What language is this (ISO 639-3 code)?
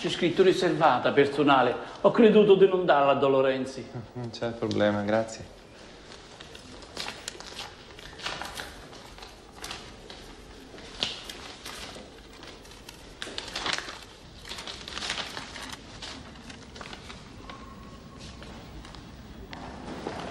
ita